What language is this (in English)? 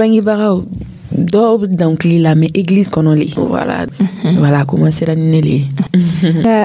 Dyula